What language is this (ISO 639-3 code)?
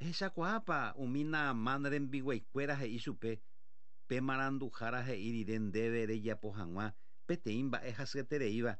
grn